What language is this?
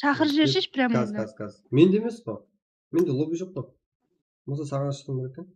Kara-Kalpak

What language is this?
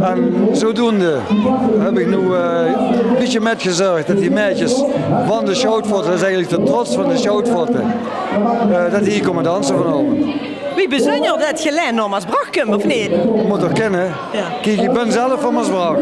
Limburgish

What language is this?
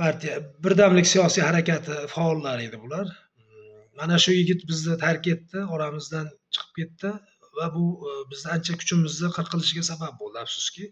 Uzbek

